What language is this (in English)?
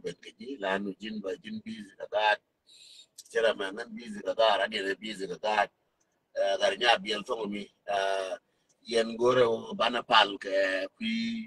Nuer